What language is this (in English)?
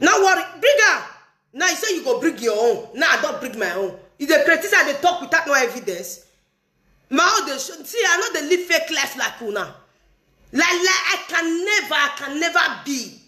Nigerian Pidgin